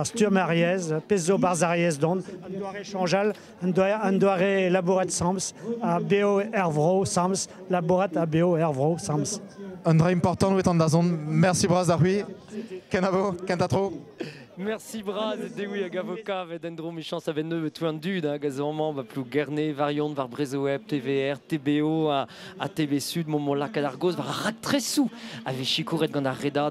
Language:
Breton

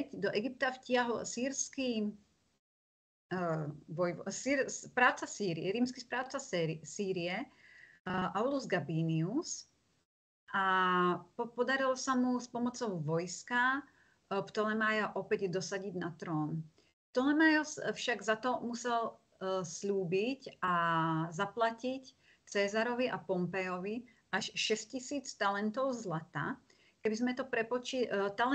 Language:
Slovak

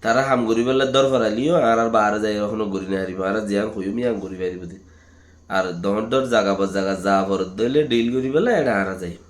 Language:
Rohingya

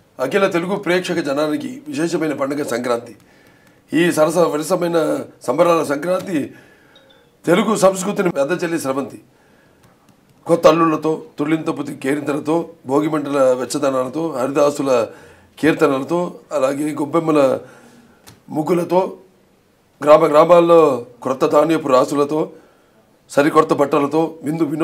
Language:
Telugu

